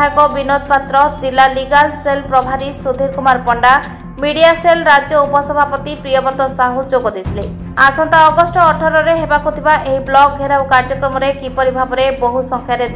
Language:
Odia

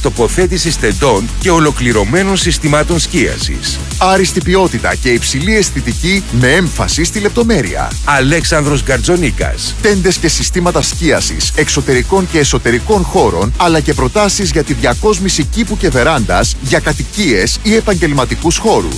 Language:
Greek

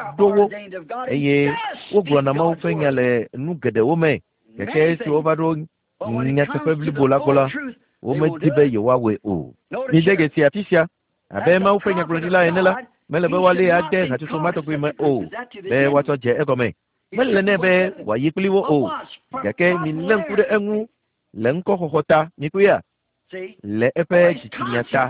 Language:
Ewe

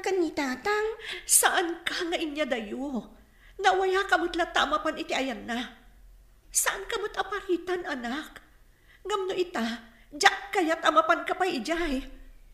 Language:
Iloko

